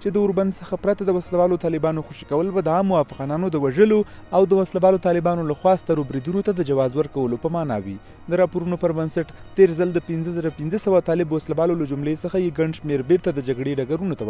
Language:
Pashto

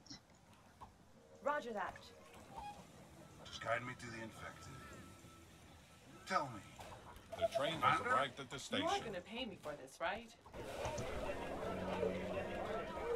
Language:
Slovak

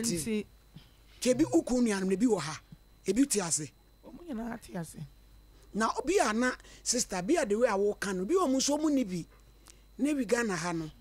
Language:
Akan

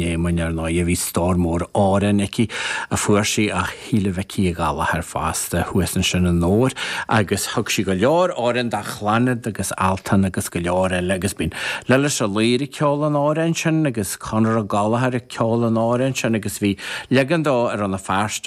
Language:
Irish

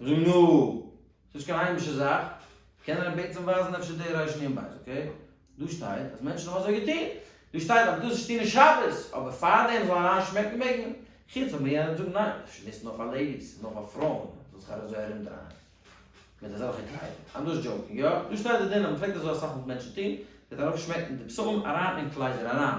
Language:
Yiddish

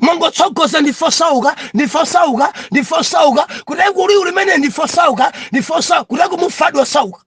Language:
Nyanja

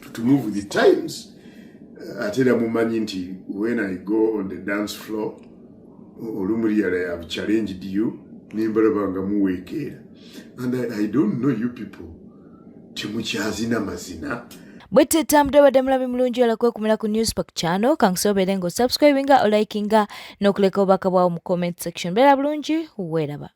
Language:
Ganda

